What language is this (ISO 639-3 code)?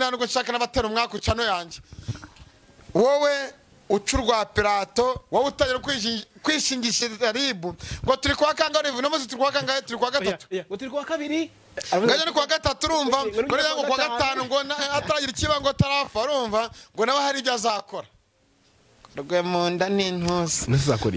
kin